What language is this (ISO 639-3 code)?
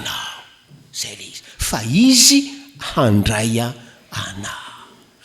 mlg